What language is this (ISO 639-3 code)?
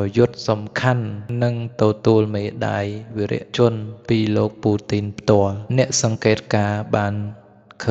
khm